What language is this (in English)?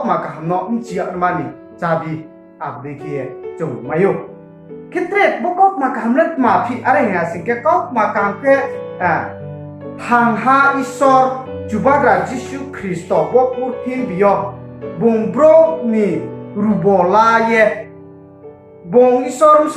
Riang (India)